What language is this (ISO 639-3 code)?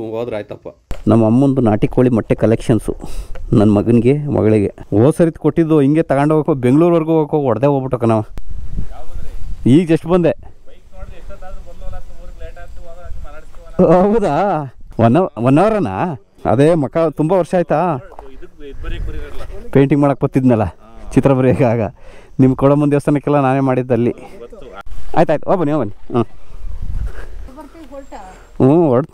kan